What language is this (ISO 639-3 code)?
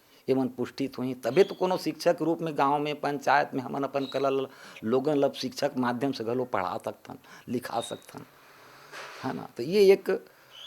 hne